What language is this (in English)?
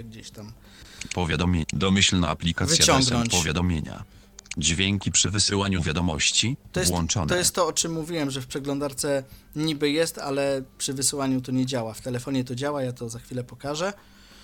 Polish